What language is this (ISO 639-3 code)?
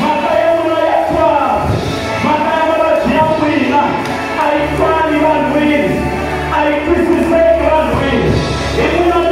tso